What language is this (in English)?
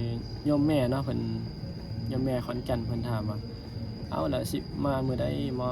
Northeastern Thai